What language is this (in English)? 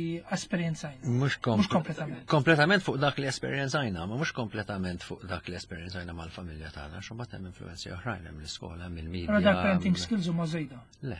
Maltese